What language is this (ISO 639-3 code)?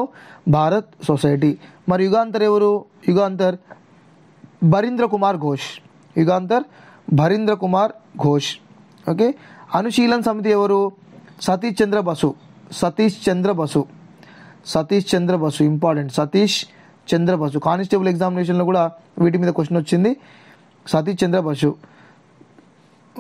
tel